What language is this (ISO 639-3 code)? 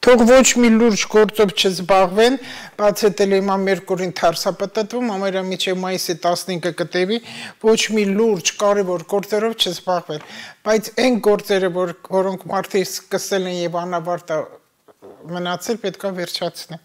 hye